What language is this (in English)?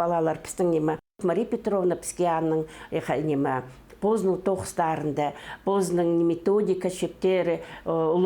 Khakas